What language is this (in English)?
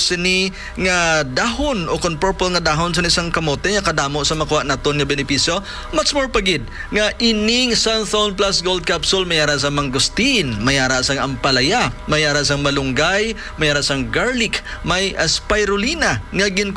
Hiligaynon